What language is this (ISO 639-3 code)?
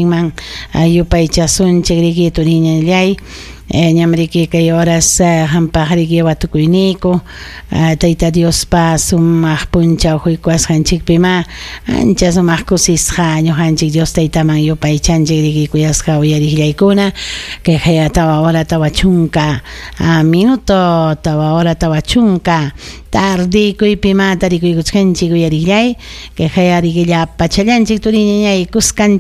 quy